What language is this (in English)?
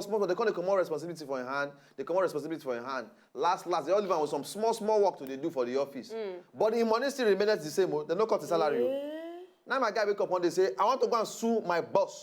Nigerian Pidgin